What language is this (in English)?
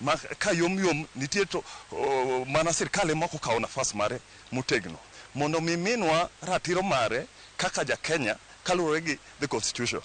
Luo (Kenya and Tanzania)